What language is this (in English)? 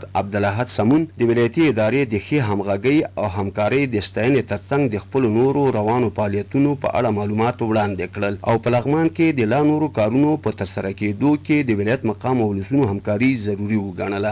Pashto